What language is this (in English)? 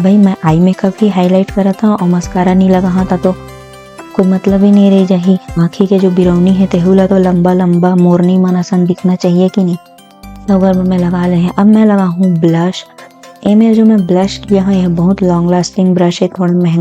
Chhattisgarhi